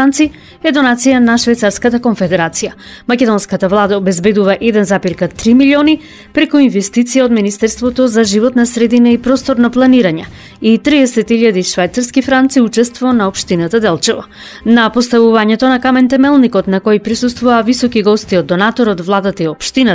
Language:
Macedonian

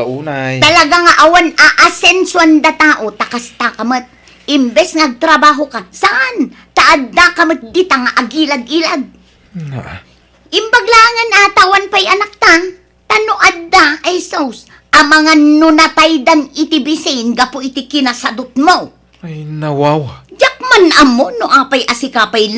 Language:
Iloko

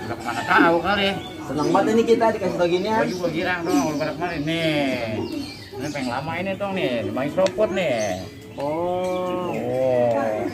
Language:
Betawi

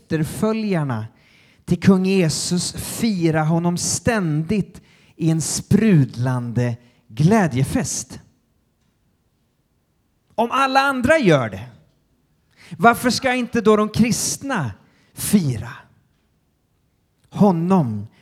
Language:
Swedish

